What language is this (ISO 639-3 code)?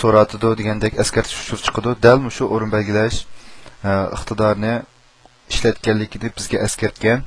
uig